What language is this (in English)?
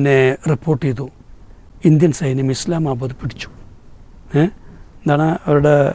Malayalam